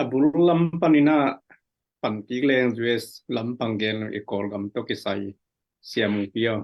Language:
Tedim Chin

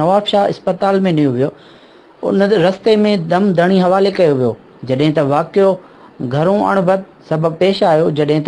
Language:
Sindhi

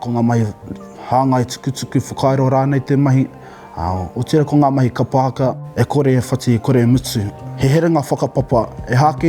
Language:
Māori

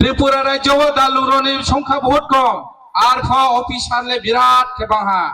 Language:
Riang (India)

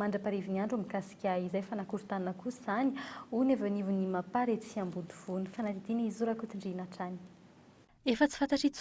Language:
Malagasy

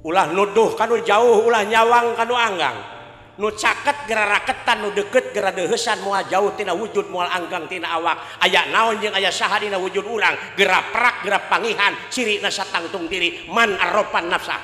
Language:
Sundanese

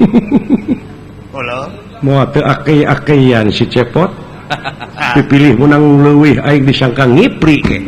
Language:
Sundanese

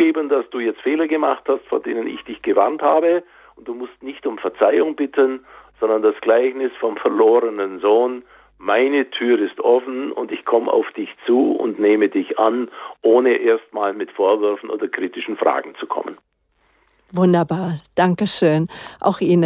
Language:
German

